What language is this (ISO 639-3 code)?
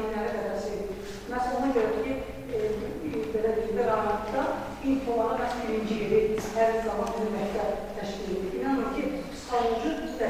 aze